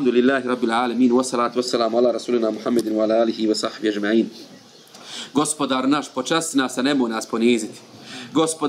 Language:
Bosnian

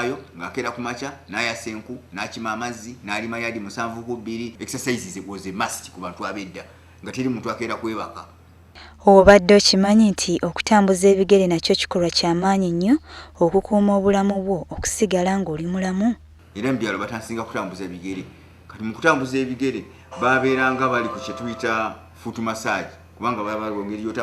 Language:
Ganda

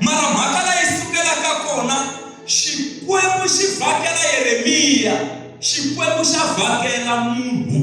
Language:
Tsonga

